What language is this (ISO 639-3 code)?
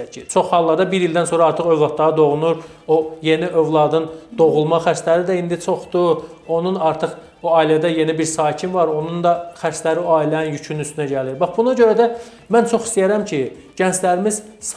aze